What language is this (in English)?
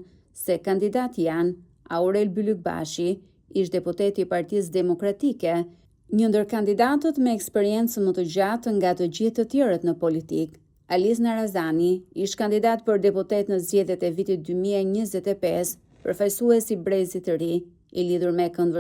Albanian